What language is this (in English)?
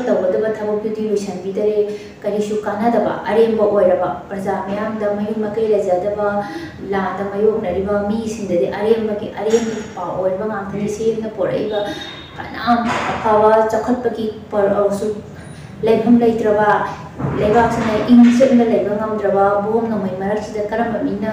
Manipuri